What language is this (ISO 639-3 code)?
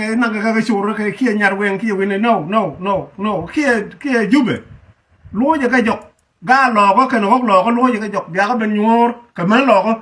nus